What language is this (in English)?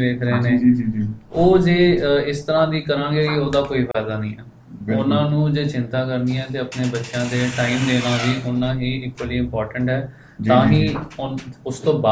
Punjabi